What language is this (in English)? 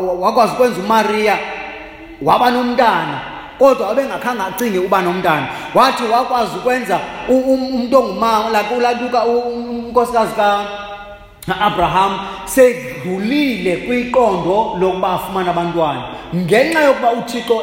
Xhosa